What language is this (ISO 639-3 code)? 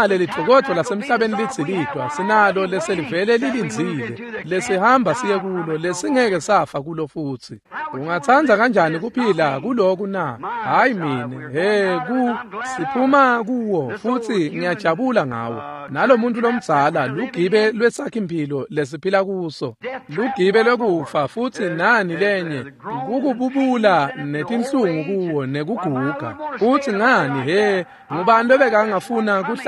ssw